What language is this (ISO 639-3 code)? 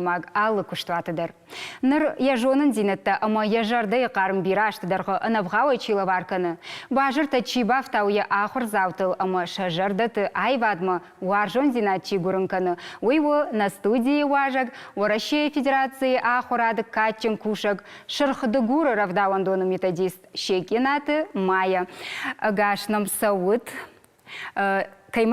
oss